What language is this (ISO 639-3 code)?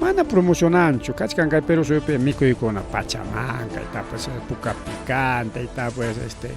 quy